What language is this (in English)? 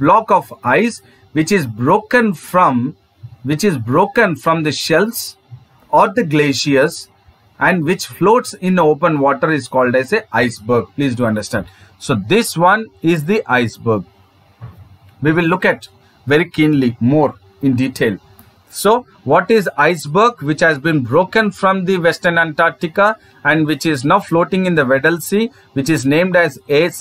English